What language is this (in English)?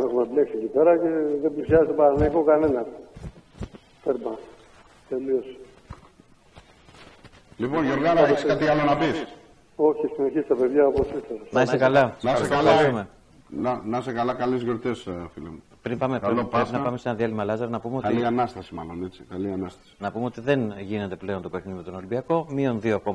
Greek